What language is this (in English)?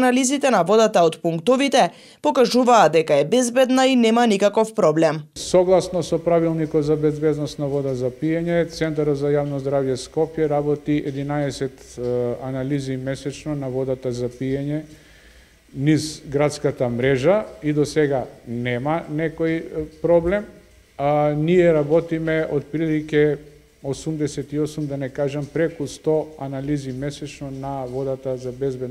Macedonian